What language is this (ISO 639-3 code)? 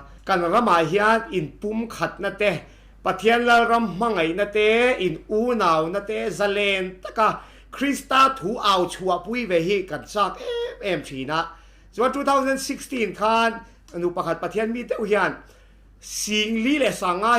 lus